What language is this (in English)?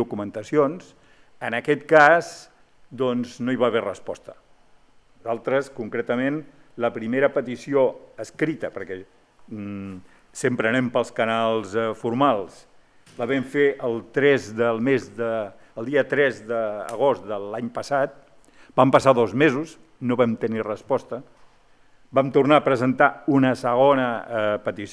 Catalan